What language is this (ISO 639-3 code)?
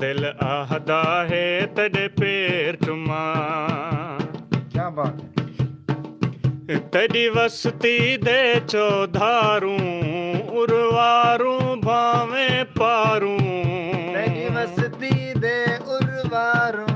skr